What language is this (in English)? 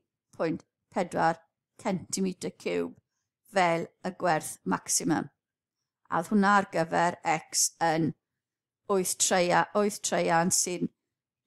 Welsh